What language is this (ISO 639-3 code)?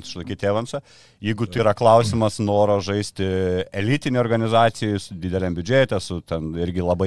lit